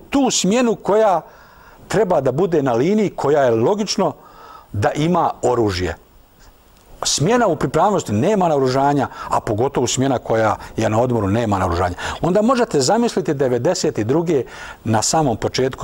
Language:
Bosnian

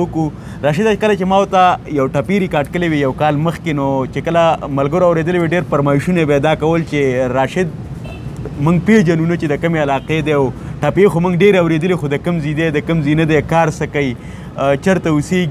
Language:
Pashto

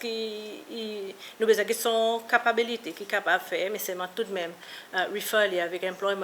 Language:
Seselwa Creole French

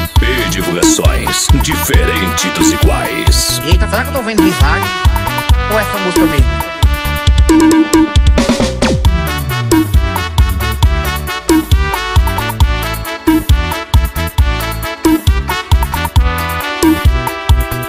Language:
Portuguese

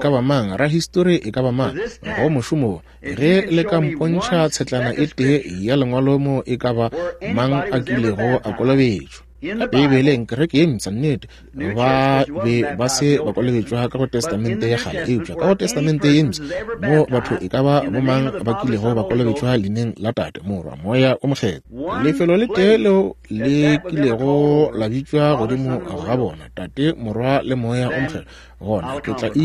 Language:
Northern Sotho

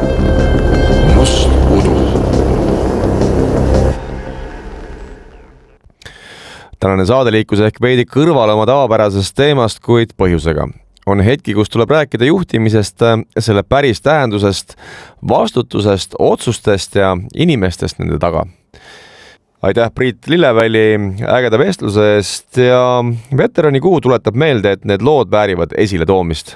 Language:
Estonian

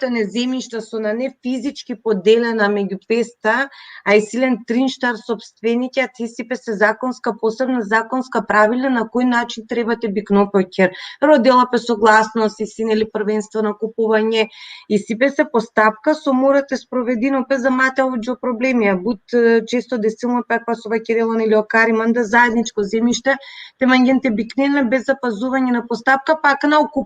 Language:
Balkan Romani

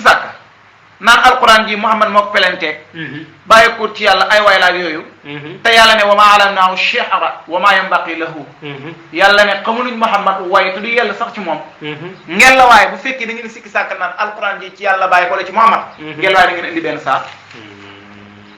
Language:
Wolof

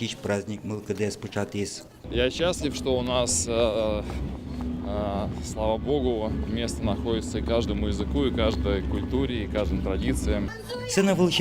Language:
Udmurt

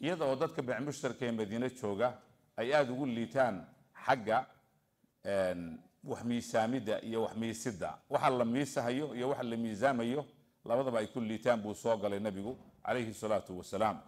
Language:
Somali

